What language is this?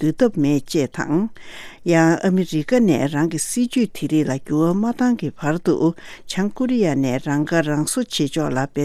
Tibetan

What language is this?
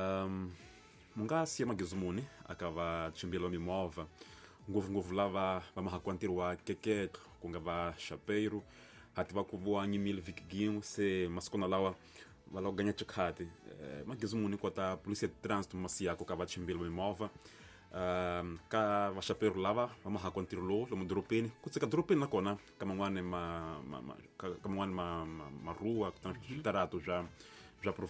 Tsonga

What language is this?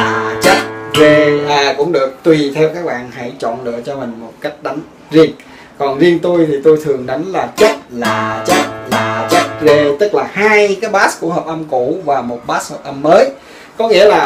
Vietnamese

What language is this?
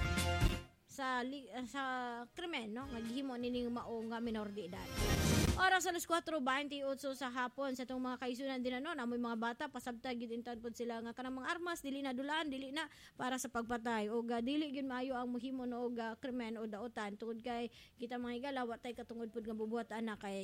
Cebuano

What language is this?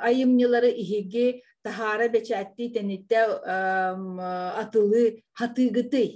Yakut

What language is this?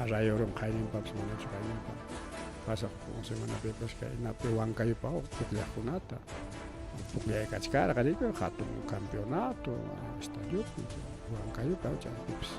Ayacucho Quechua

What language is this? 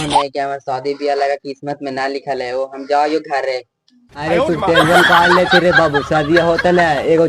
Magahi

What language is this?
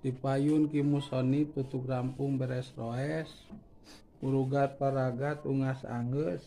Sundanese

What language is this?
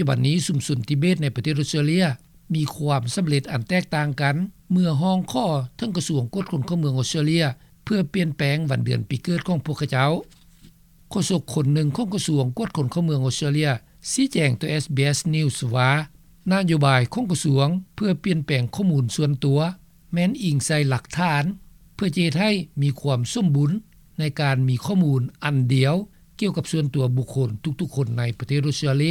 Lao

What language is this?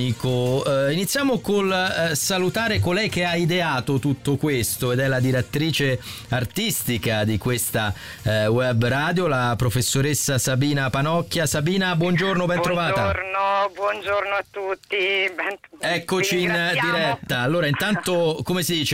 Italian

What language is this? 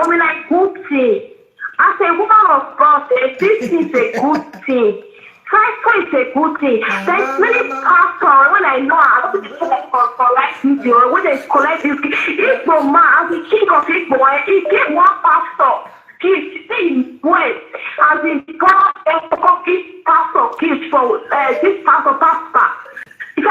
Nigerian Pidgin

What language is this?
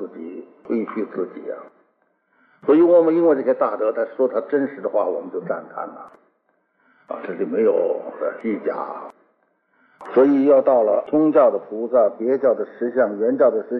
Chinese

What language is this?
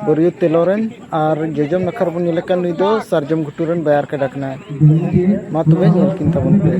Santali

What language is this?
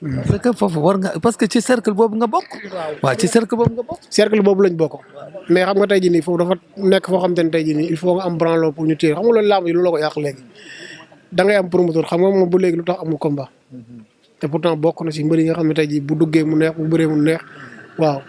Wolof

